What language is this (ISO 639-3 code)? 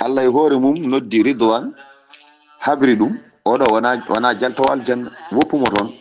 ful